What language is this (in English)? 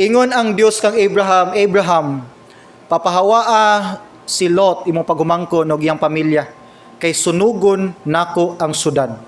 Cebuano